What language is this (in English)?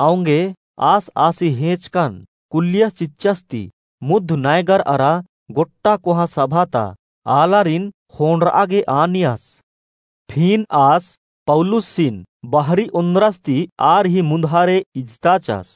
Kurukh